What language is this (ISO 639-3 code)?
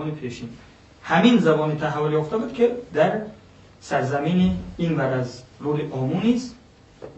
fas